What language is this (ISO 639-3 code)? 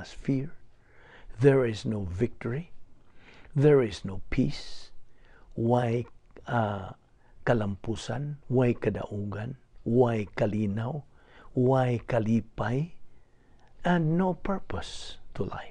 ceb